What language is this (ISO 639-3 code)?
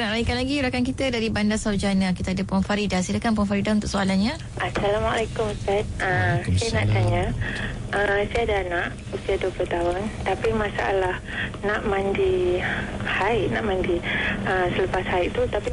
msa